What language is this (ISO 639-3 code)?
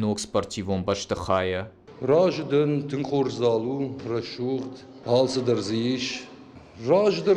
oss